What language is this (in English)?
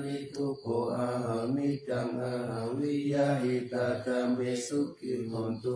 Pali